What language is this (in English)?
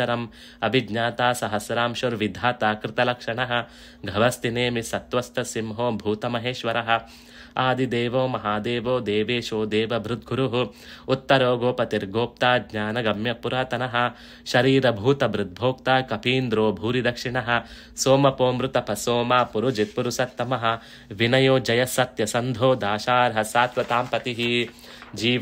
Sanskrit